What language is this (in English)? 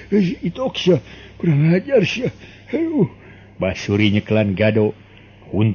Sundanese